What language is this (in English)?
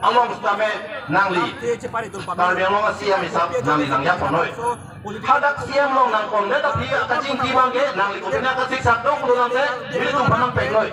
Karbi